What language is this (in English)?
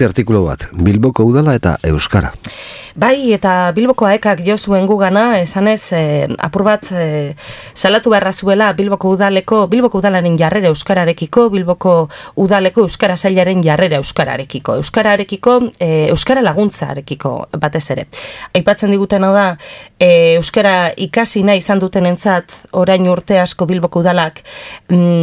Basque